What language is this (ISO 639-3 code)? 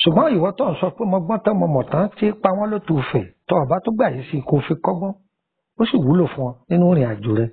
yor